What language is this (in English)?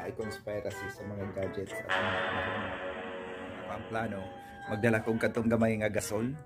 Cebuano